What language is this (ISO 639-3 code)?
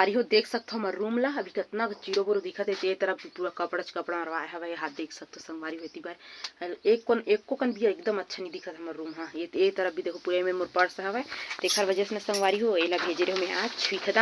hne